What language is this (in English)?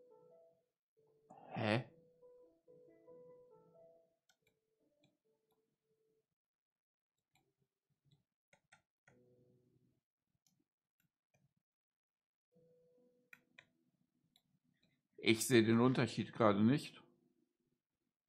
German